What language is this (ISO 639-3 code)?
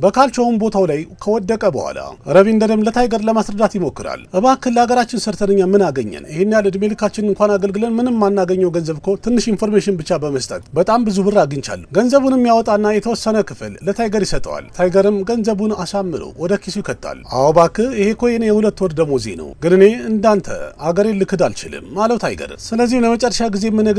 amh